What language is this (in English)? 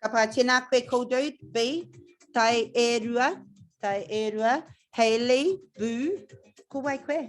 Māori